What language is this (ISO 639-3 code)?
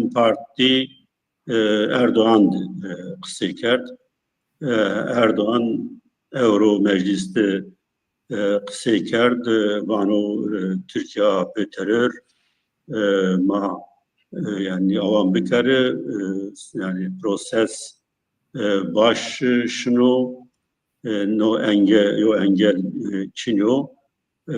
zza